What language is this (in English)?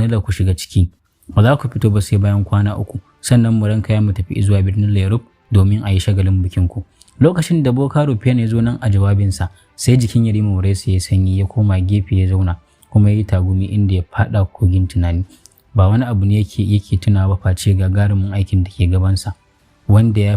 Hausa